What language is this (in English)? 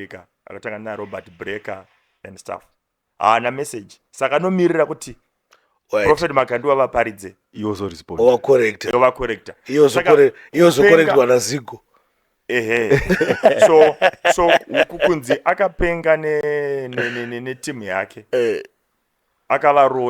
Shona